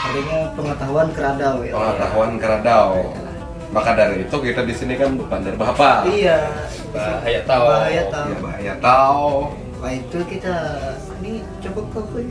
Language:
Banjar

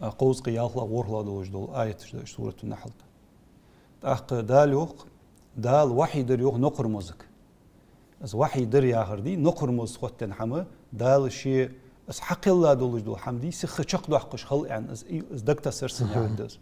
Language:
Ingush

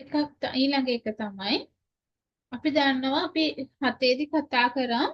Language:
Sinhala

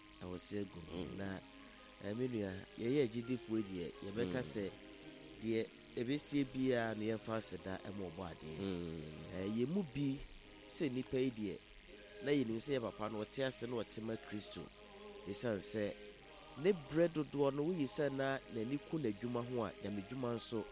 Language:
Akan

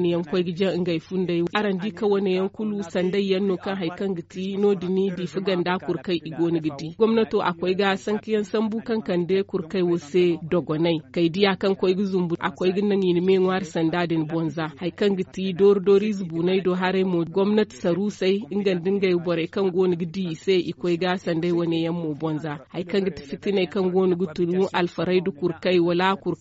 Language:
Zarma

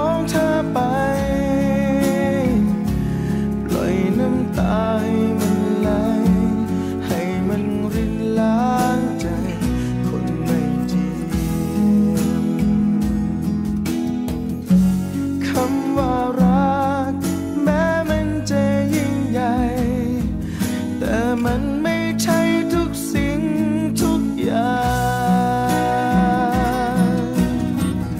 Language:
Thai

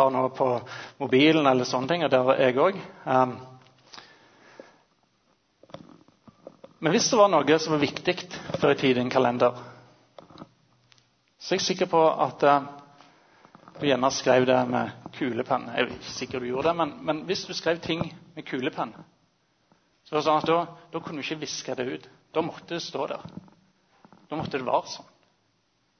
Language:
Norwegian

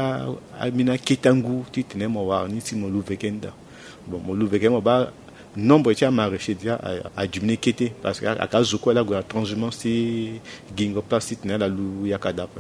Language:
Sango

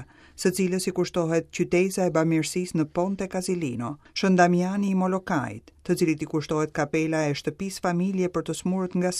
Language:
Albanian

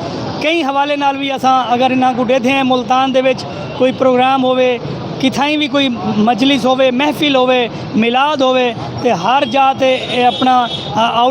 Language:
Saraiki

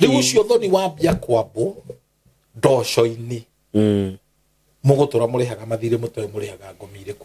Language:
Kikuyu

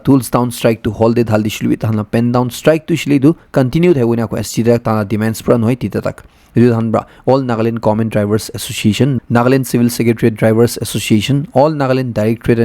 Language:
Naga Pidgin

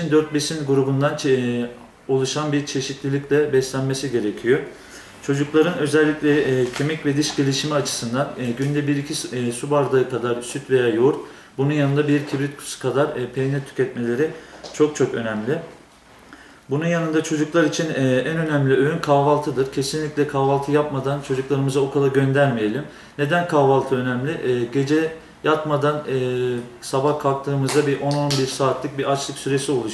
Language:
Turkish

